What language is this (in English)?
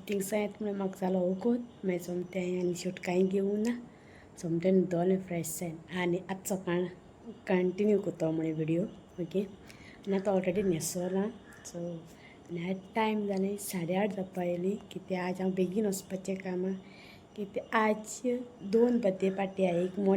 Konkani